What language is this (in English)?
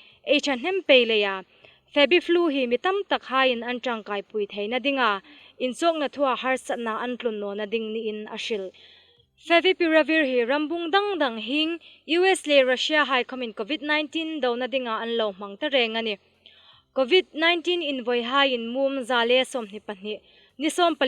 Hmar